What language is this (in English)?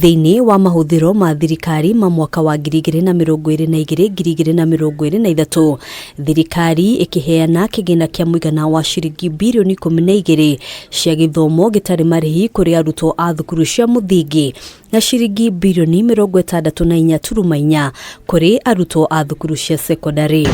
Kikuyu